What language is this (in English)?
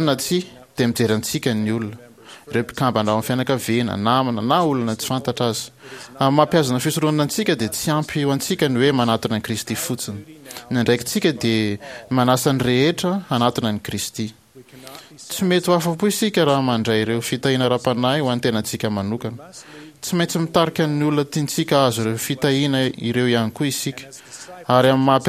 Malagasy